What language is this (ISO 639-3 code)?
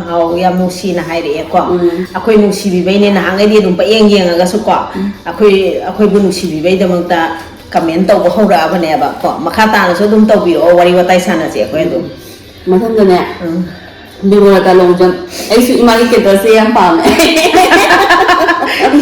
mni